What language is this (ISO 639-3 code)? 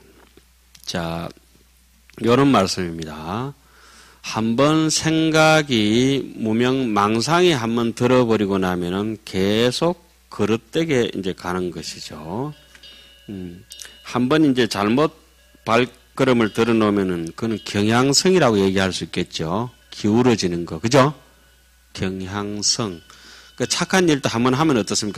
kor